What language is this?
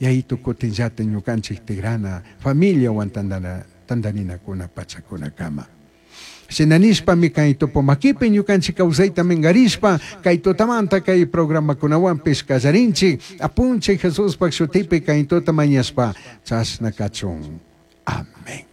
Chimborazo Highland Quichua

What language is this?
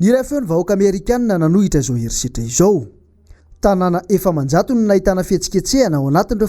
Malagasy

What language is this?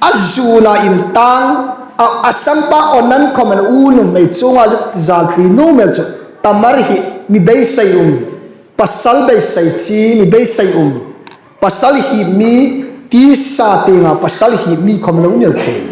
Hmar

